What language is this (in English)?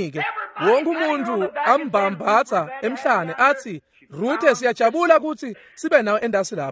Swati